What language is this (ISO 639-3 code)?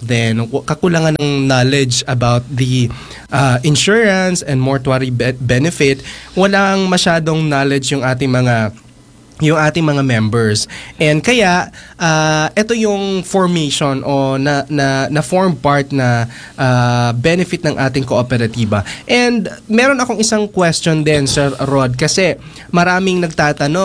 fil